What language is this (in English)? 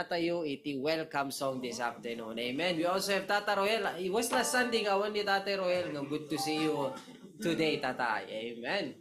Iloko